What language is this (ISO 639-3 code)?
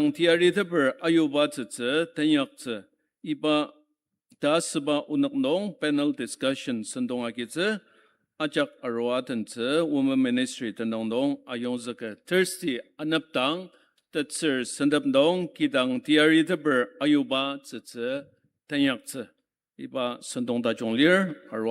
njo